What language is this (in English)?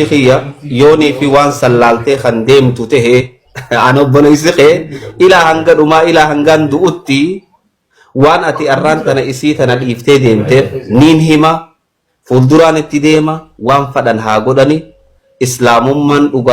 Oromo